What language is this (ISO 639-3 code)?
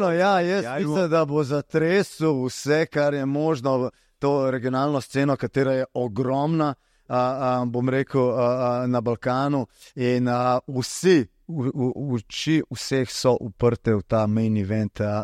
slv